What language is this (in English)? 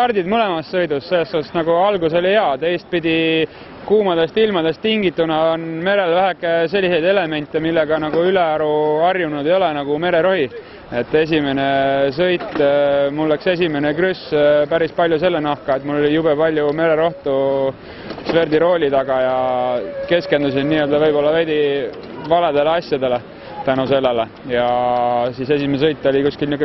Estonian